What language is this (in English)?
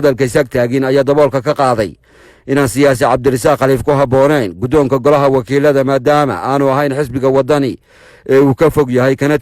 Somali